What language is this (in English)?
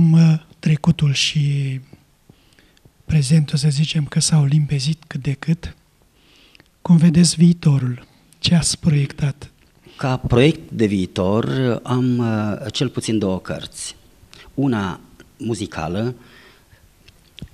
Romanian